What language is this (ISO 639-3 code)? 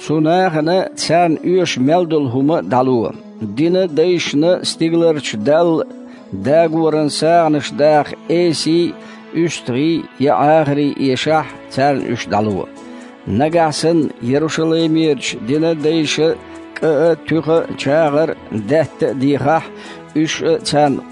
che